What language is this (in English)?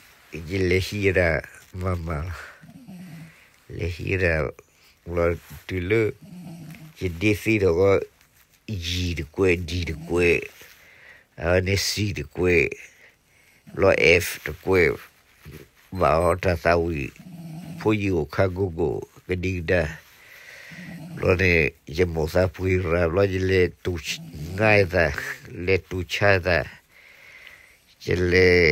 S'gaw Karen